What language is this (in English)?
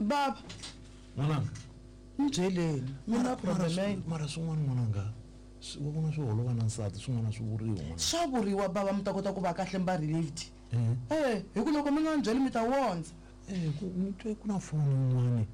Tsonga